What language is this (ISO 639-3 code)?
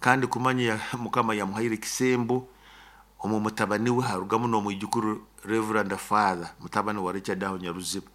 nyo